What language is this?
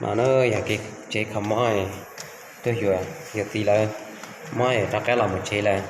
Hmong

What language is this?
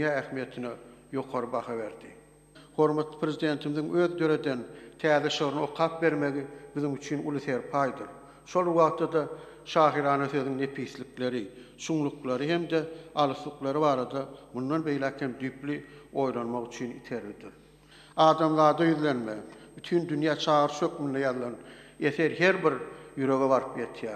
Turkmen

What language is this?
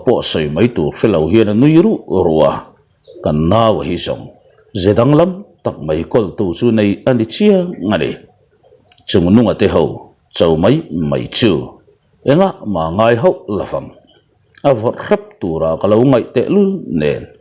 Mizo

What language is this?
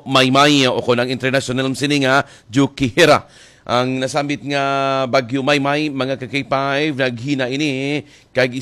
Hiligaynon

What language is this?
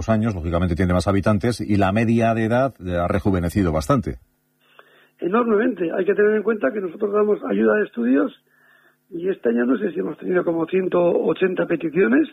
Spanish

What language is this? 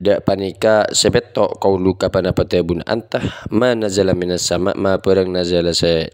Madurese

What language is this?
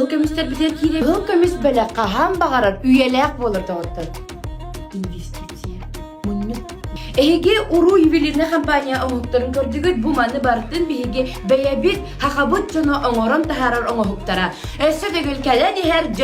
Yakut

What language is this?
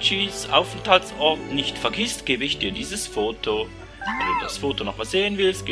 Swiss German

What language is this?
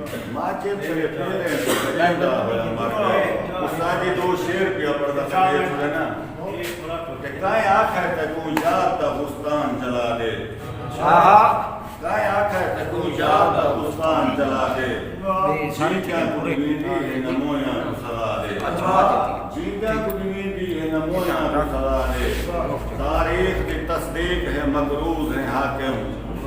Saraiki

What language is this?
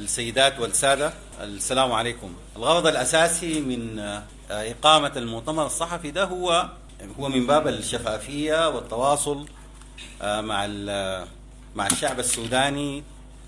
Sudanese Arabic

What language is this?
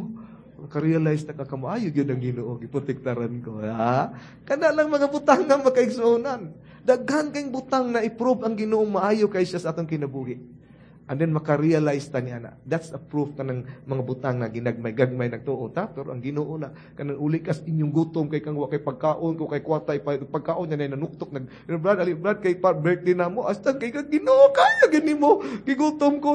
Cebuano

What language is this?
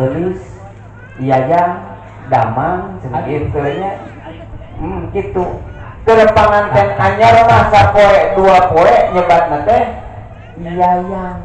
Sundanese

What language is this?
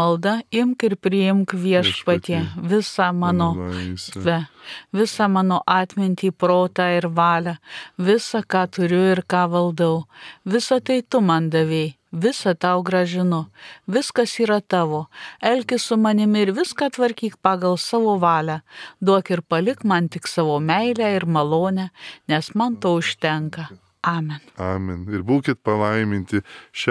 Lithuanian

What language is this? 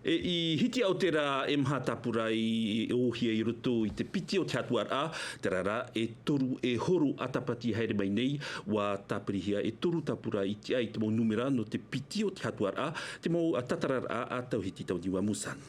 Tahitian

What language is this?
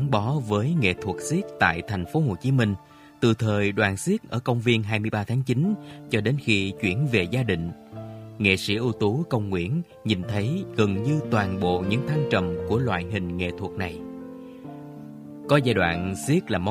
Vietnamese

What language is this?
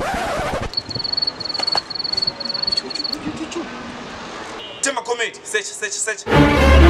Swahili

